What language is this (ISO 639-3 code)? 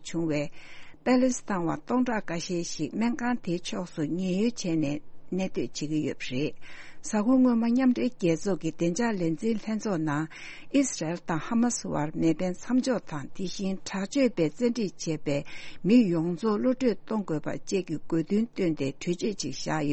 bod